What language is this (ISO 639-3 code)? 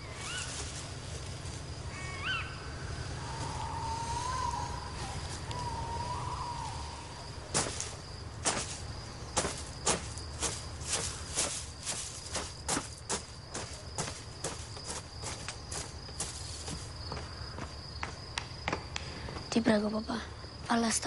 ita